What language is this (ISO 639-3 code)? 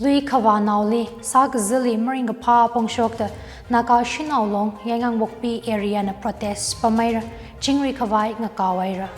nmf